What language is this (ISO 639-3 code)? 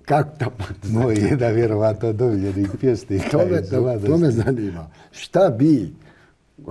bos